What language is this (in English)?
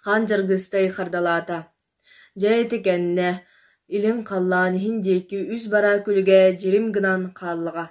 Yakut